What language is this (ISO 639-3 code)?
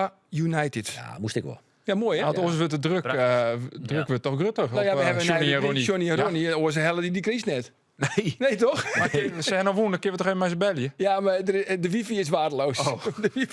fry